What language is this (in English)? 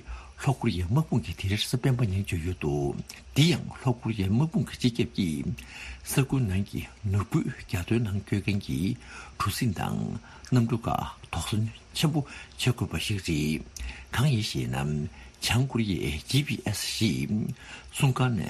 Tibetan